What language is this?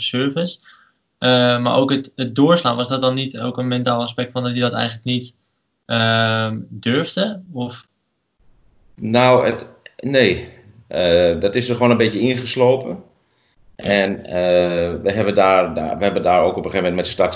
Dutch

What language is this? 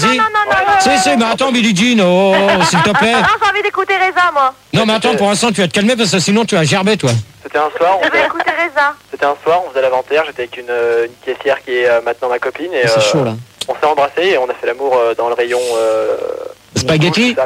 French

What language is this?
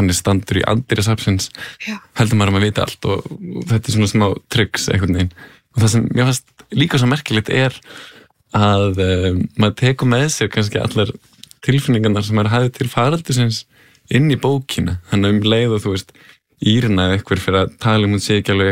Icelandic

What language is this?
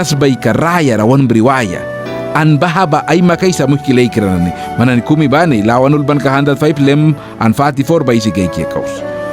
Mískito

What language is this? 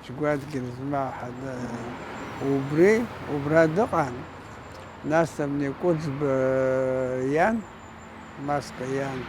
Abkhazian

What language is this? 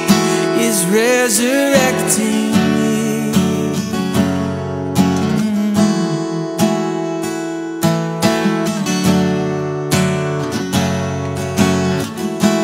English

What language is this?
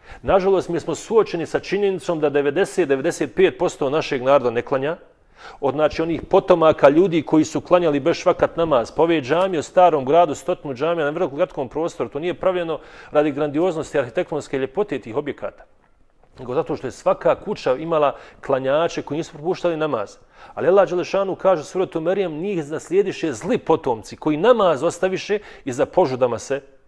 Bosnian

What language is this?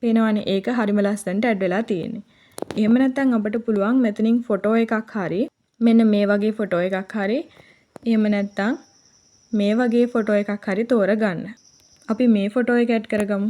Sinhala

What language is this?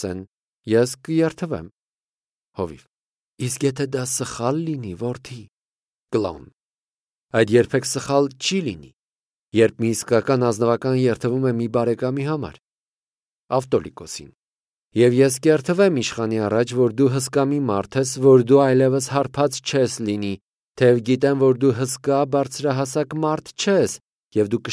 Armenian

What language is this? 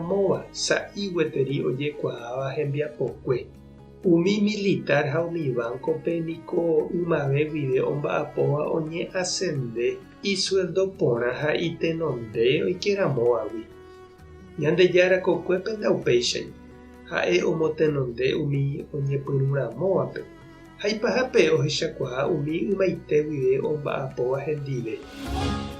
Guarani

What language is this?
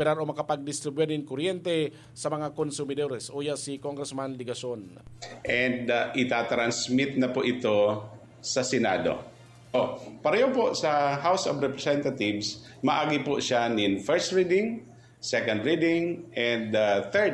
Bikol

